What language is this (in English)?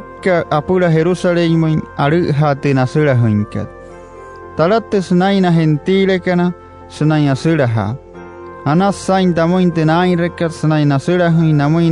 Wayuu